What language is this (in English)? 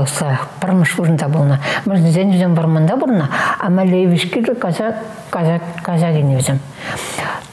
Chuvash